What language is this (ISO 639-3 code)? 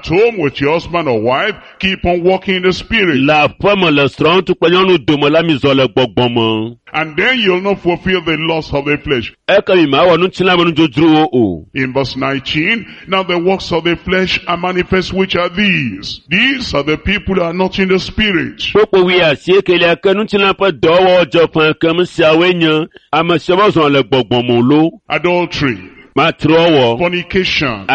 ewe